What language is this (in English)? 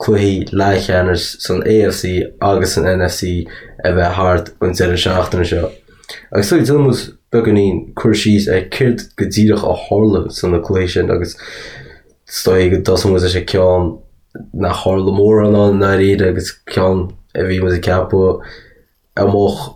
Irish